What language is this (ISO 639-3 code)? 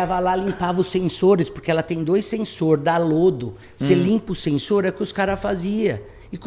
por